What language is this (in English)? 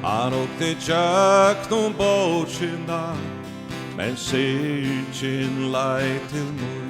Faroese